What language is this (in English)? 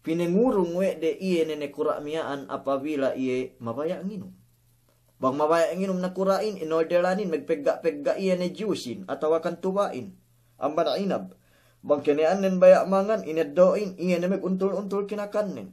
Yakan